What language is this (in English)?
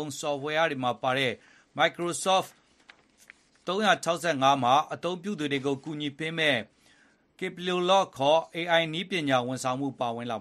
Burmese